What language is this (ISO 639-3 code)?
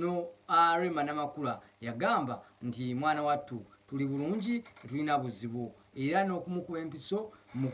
lug